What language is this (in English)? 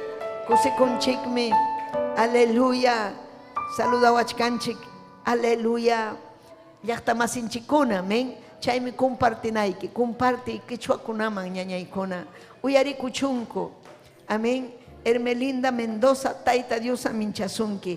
Ayacucho Quechua